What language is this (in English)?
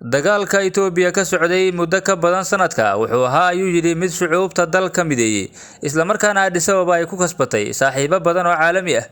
Somali